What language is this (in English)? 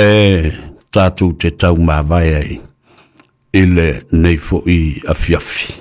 Samoan